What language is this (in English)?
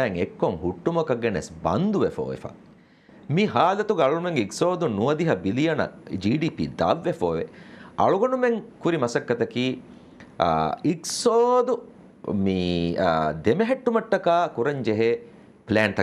Divehi